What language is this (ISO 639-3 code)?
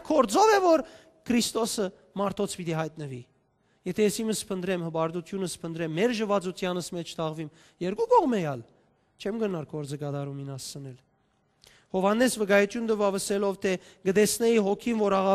hyw